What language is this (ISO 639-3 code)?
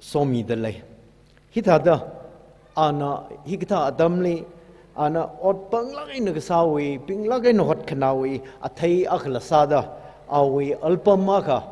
nmf